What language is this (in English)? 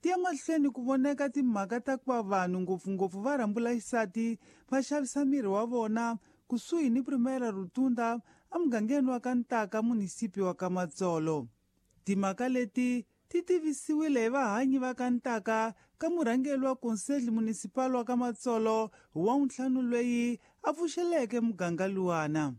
Tsonga